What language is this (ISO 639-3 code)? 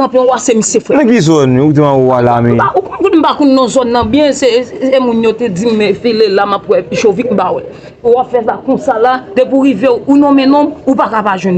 hat